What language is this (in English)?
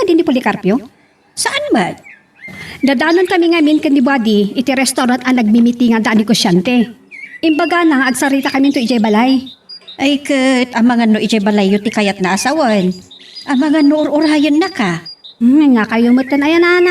Iloko